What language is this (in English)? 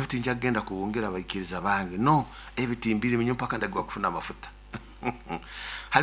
Nyoro